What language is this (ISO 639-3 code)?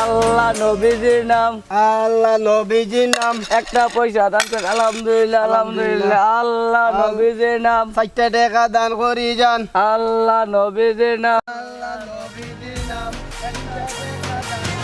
syl